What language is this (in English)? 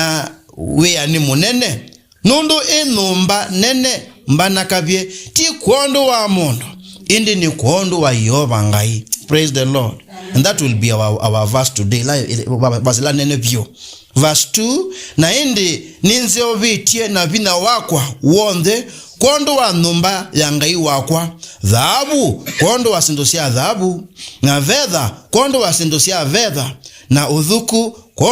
Kamba